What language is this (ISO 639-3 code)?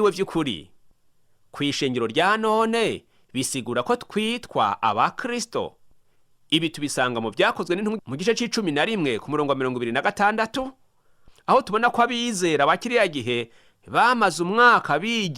run